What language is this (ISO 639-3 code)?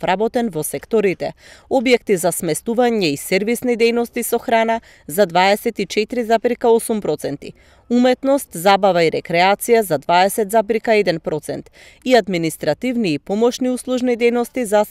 mkd